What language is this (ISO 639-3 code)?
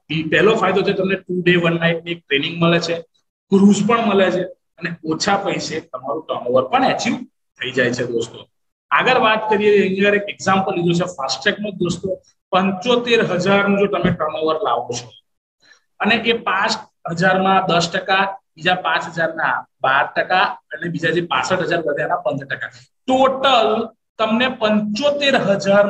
guj